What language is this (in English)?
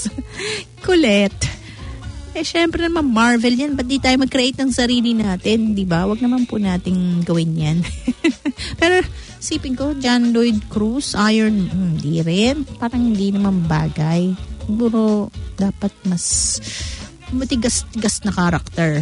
Filipino